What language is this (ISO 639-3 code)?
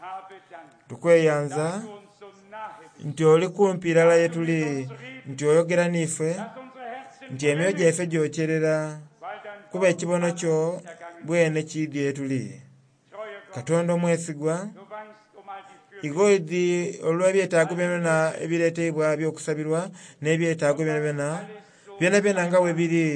xog